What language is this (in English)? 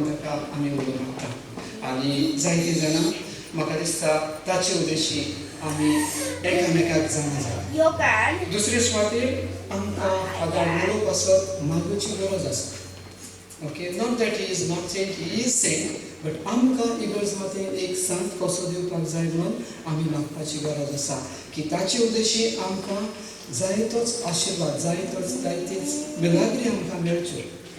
Konkani